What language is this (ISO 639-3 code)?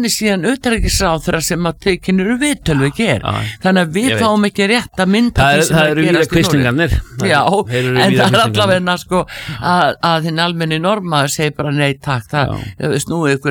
isl